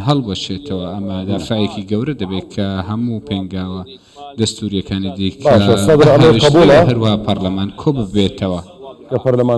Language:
Central Kurdish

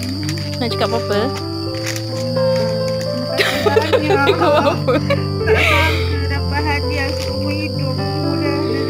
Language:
Malay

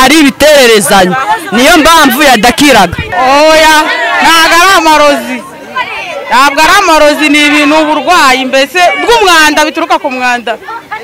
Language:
Kinyarwanda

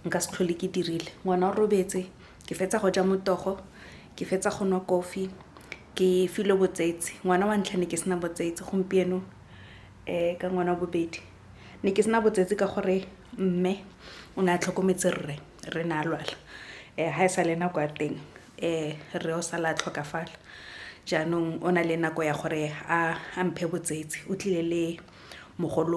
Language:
Tswana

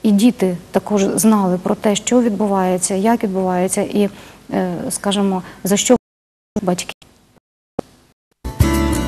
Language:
Ukrainian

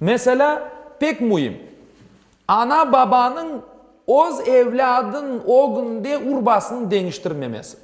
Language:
Crimean Tatar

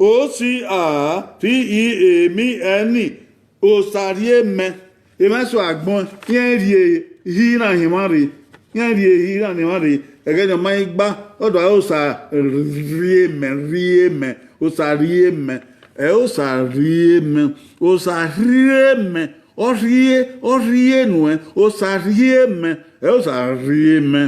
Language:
Bini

